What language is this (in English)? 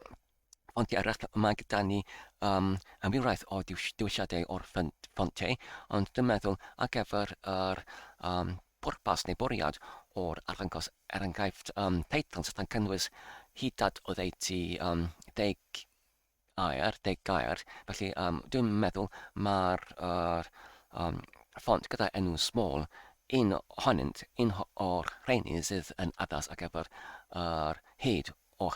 Welsh